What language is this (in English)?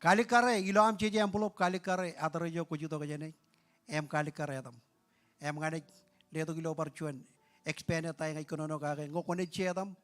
Marshallese